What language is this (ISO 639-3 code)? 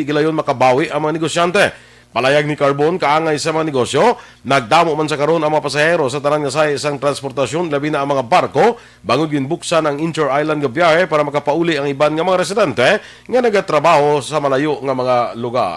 hil